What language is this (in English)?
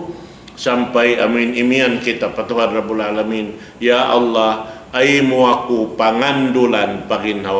Tausug